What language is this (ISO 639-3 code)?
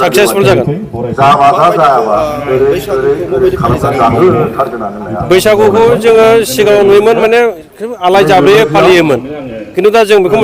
brx